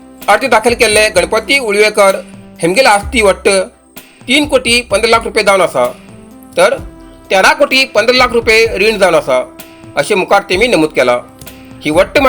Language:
Konkani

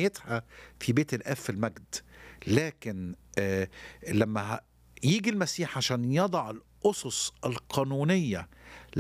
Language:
Egyptian Arabic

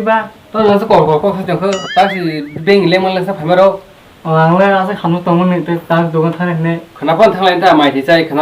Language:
Kok Borok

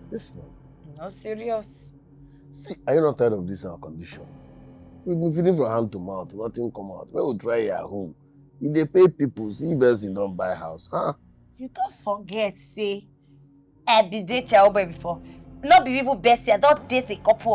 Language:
Nigerian Pidgin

